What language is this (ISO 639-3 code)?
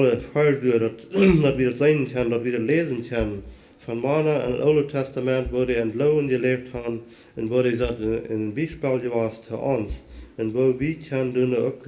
pdt